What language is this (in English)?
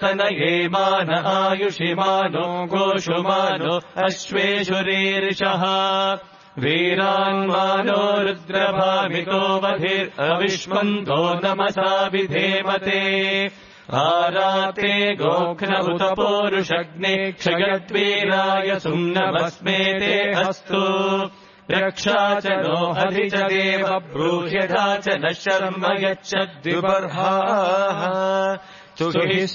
Sanskrit